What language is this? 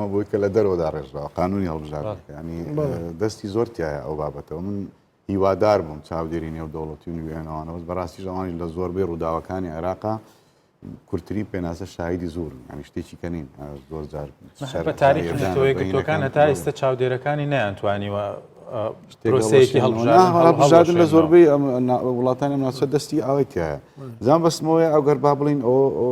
Central Kurdish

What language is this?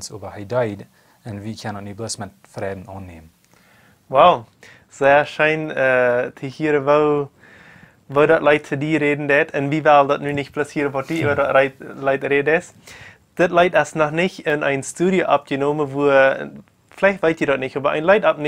Plautdietsch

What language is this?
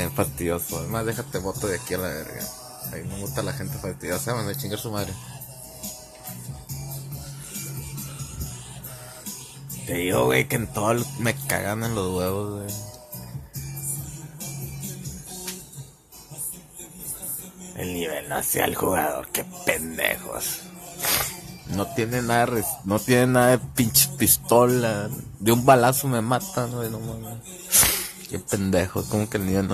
Spanish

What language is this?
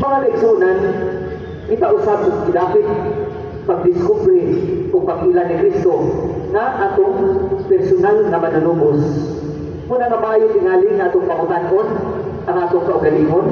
Cebuano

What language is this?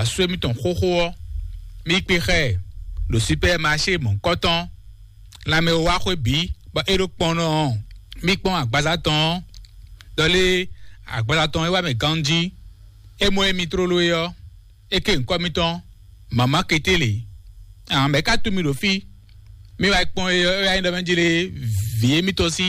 Fon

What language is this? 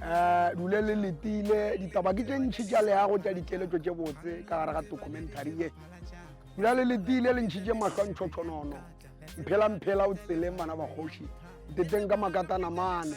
Northern Sotho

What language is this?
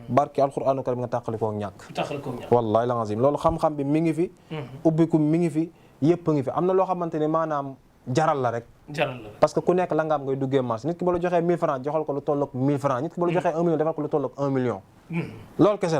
Wolof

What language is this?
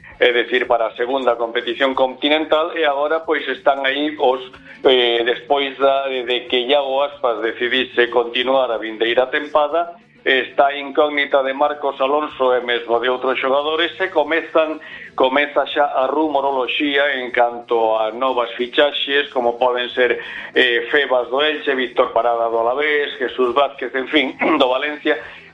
Galician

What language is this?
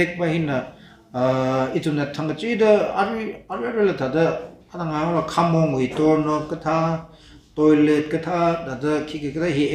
Tangkhul Naga (India)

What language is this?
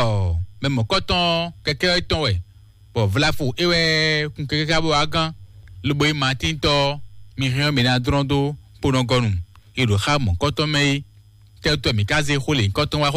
Fon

